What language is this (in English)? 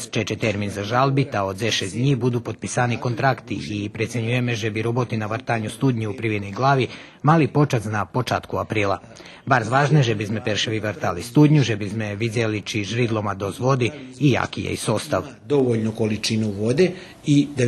Rusyn